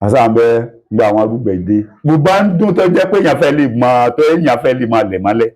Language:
Yoruba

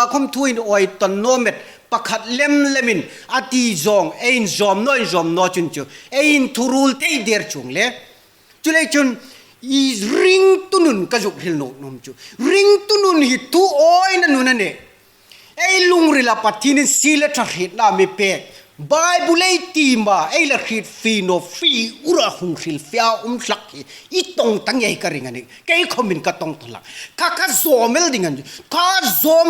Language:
Hmar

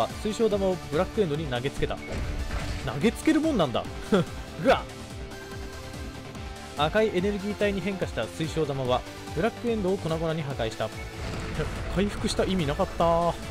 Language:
Japanese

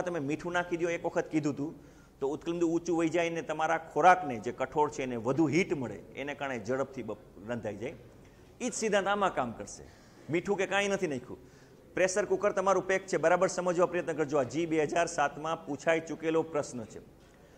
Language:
Gujarati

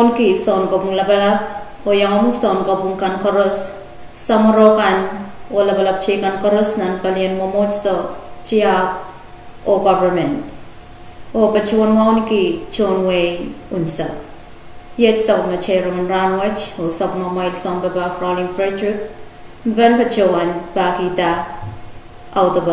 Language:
Pohnpeian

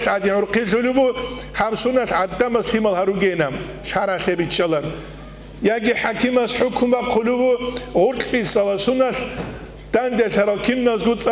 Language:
Avaric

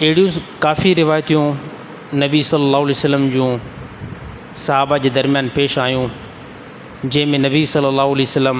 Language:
Sindhi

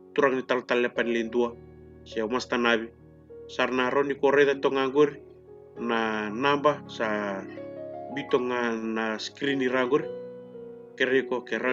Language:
Fijian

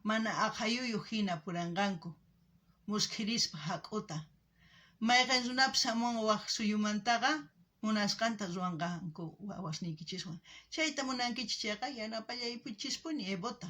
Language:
South Bolivian Quechua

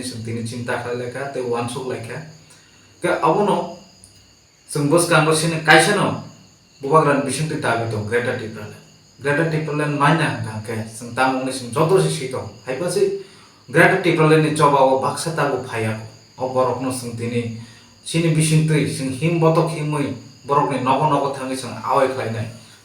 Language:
Kok Borok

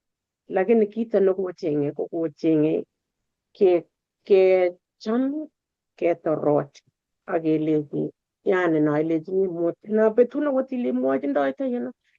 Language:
Kalenjin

